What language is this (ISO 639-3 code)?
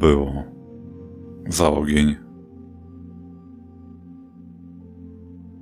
pol